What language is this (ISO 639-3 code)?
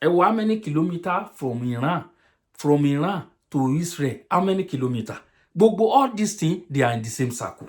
yor